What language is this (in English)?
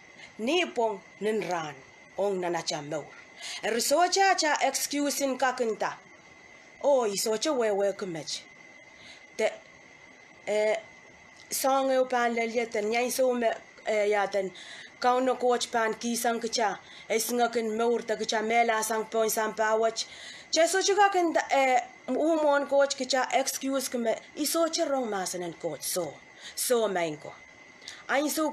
Pohnpeian